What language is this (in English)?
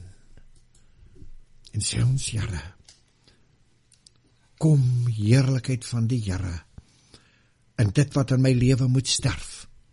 Afrikaans